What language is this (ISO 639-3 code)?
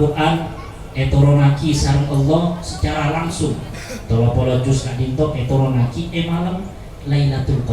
mad